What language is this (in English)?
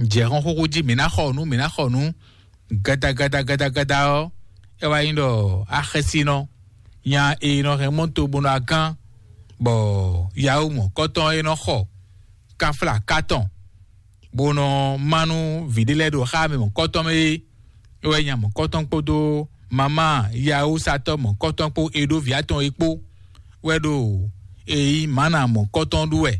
Fon